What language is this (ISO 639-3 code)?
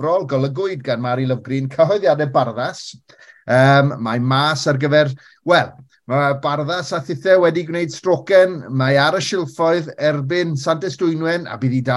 cym